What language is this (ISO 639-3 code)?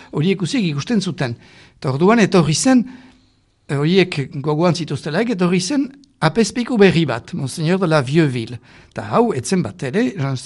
eus